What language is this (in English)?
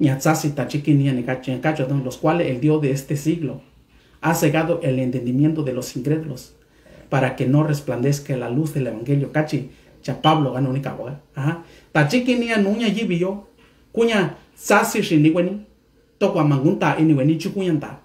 Mixtepec Mixtec